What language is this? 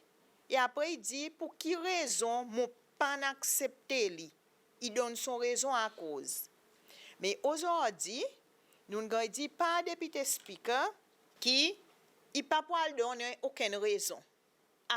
Seselwa Creole French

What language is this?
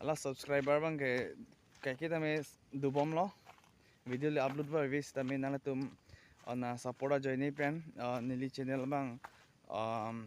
Karbi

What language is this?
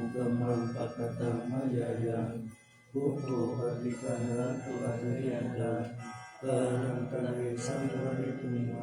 Pali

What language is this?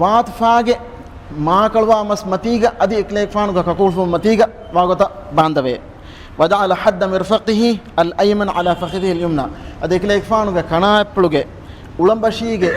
Divehi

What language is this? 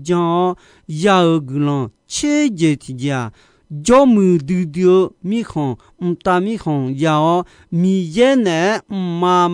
Akha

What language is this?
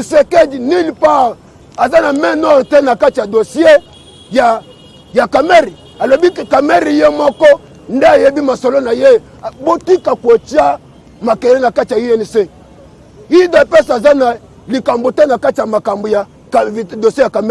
Lingala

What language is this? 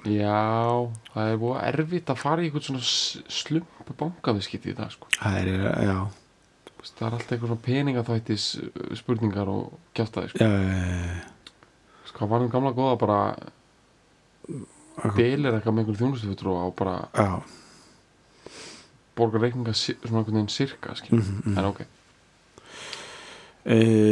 Icelandic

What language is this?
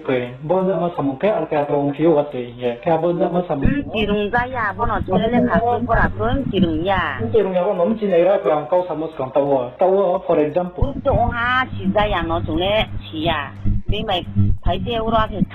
Riang (India)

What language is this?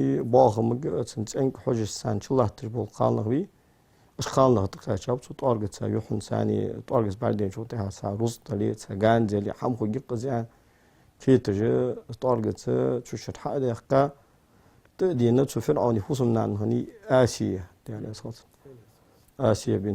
Ingush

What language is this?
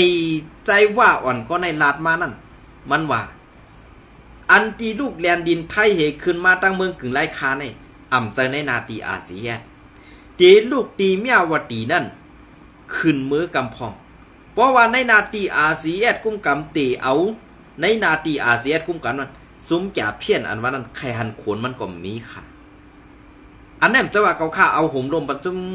Shan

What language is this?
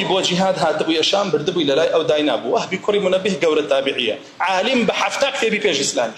Central Kurdish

